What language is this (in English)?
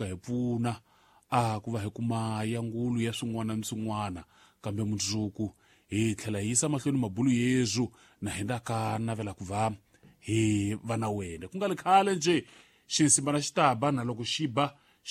Tsonga